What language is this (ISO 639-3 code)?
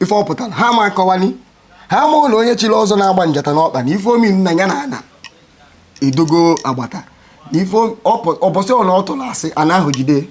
ibo